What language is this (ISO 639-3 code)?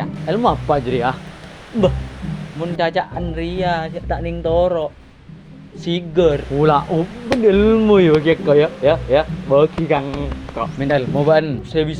mad